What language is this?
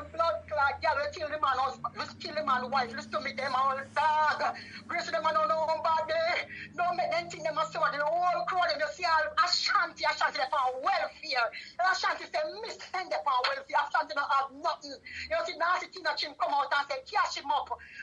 Jamaican Creole English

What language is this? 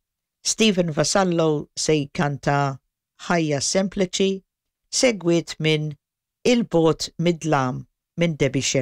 Maltese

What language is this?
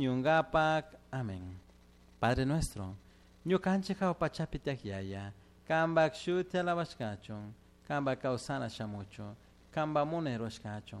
Chimborazo Highland Quichua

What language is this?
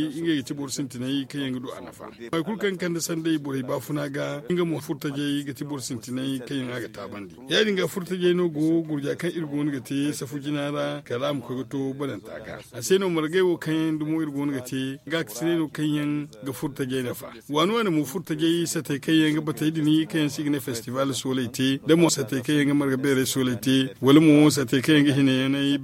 Zarma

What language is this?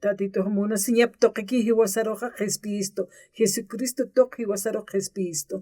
Aymara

